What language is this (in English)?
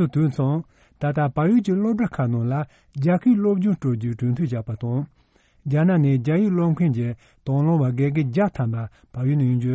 Tibetan